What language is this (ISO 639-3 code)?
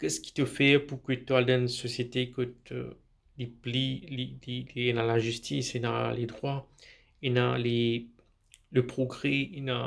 mfe